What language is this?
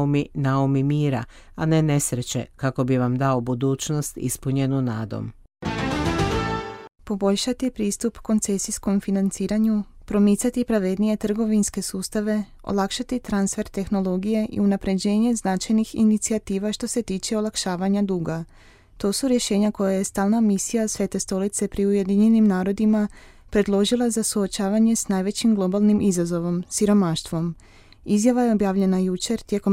Croatian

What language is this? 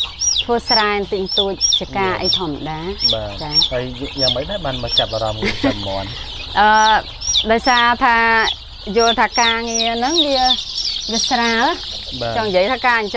Khmer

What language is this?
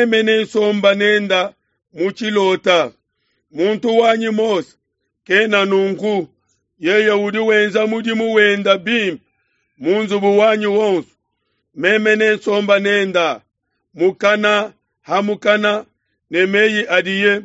Luba-Lulua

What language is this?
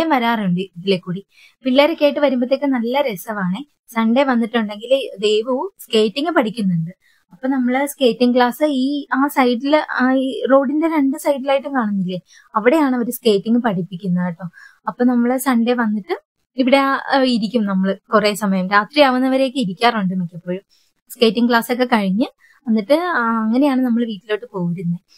Malayalam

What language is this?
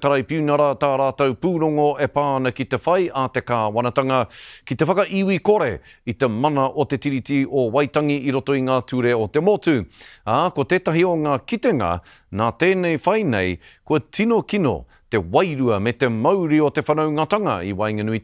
Māori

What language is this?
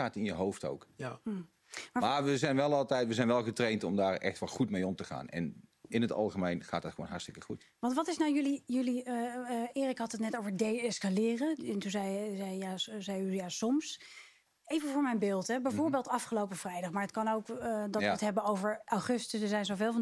Dutch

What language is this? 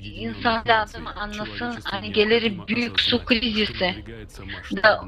Gagauz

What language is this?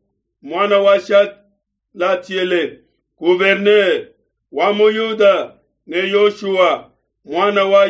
Luba-Lulua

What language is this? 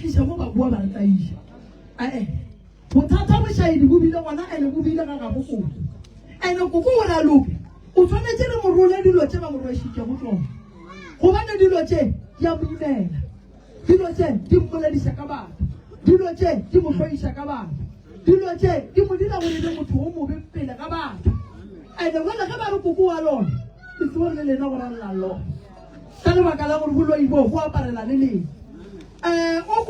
Northern Sotho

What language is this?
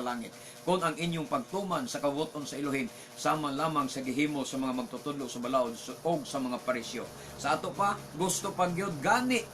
Cebuano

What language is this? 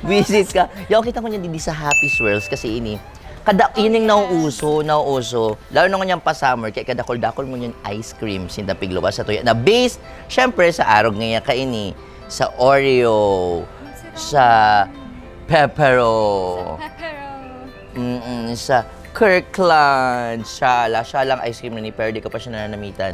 Bikol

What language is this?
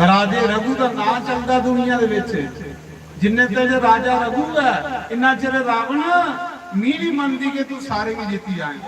Dogri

